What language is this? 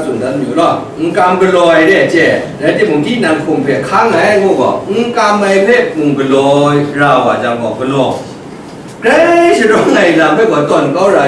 Kachin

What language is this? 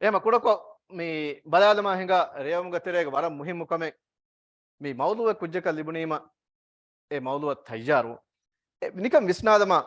Divehi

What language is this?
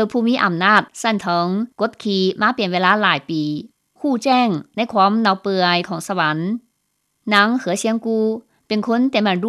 Lao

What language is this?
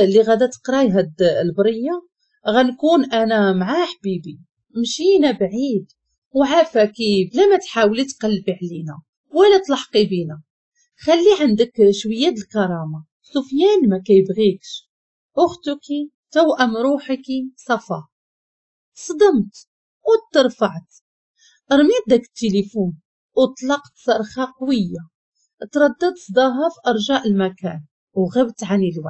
Moroccan Arabic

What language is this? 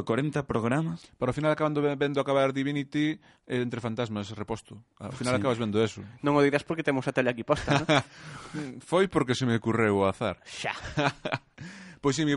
Galician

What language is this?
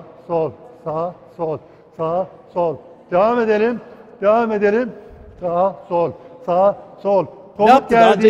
Turkish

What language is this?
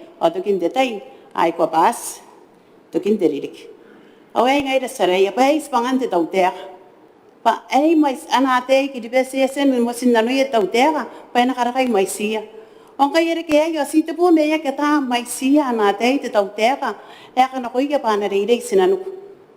Gilbertese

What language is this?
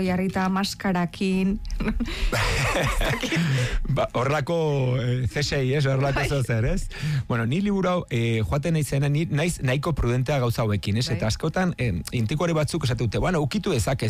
Basque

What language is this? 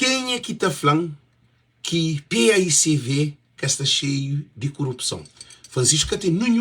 Kabuverdianu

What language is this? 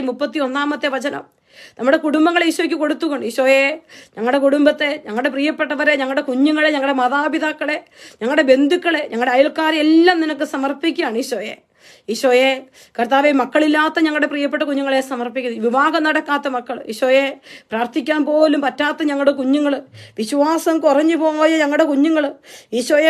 Malayalam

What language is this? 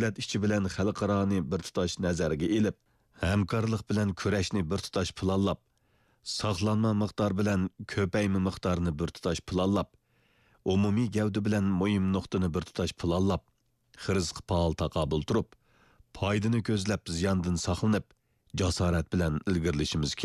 Uyghur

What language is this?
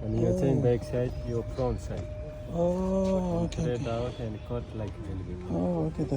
Tibetan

